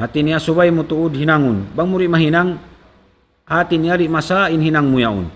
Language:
Tausug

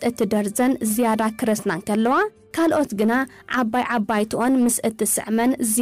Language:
Tigrinya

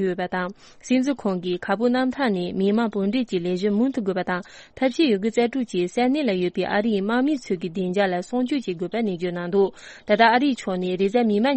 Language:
Tibetan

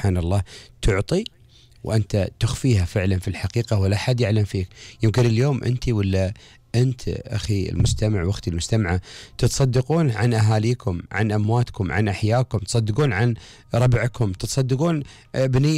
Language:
Gulf Arabic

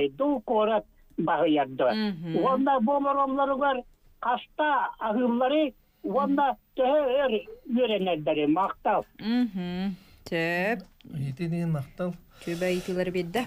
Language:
Yakut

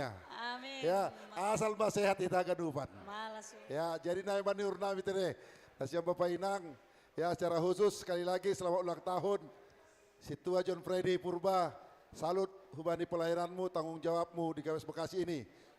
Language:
Batak Simalungun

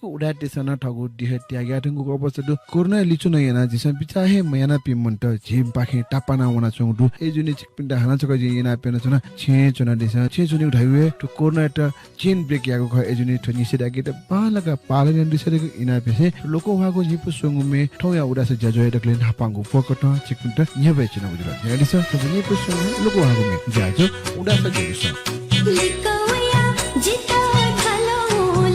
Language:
Newari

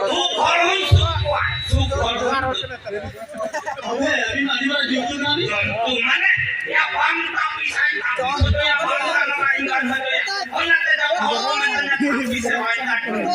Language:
Santali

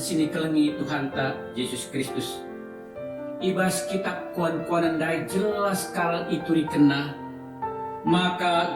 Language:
Batak Karo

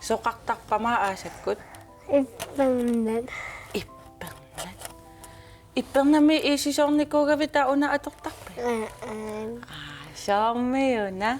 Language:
Kalaallisut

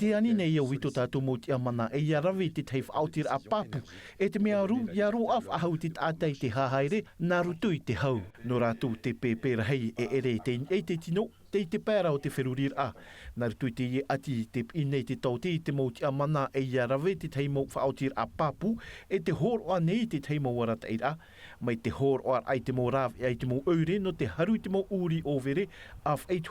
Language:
Tahitian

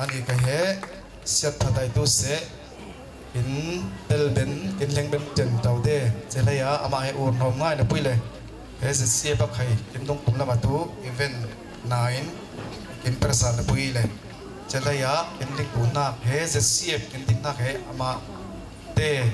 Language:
Falam Chin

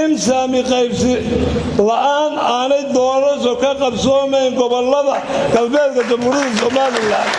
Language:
Somali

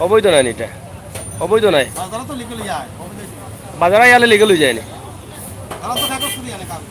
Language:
Sylheti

